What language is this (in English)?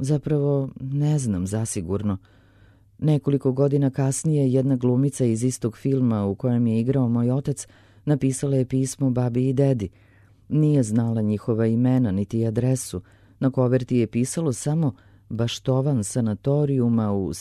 Serbian